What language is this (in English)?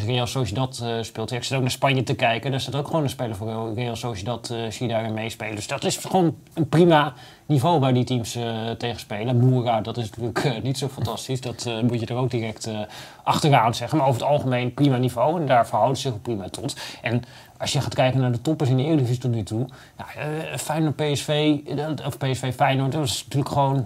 Dutch